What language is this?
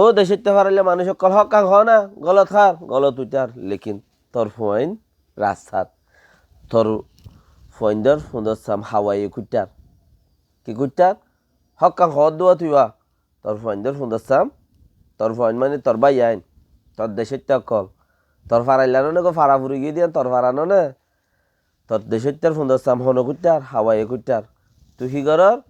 Rohingya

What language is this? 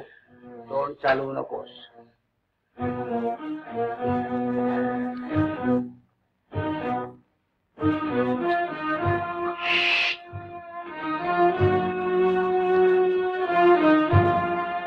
Marathi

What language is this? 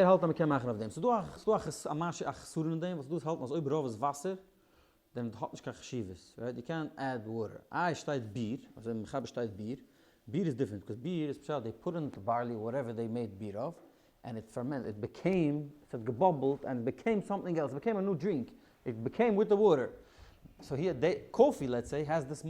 Yiddish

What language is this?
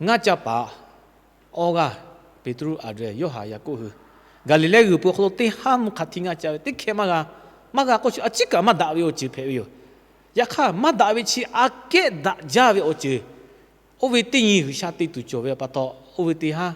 Lahu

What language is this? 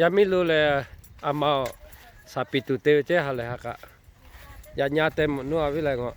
Lahu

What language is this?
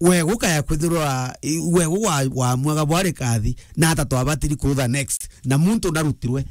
Meru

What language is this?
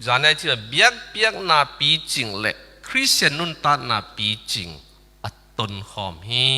Tedim Chin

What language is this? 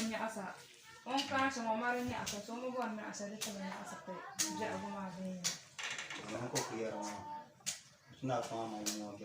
Dagbani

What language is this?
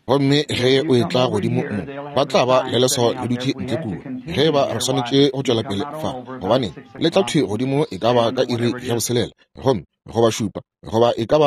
Northern Sotho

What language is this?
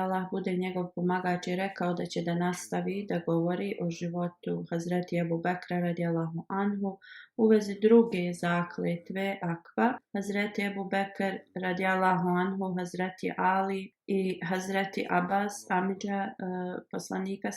Bosnian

